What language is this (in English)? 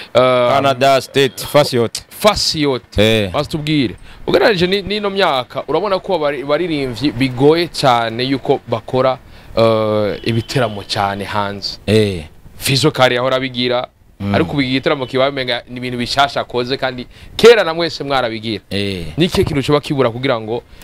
Rundi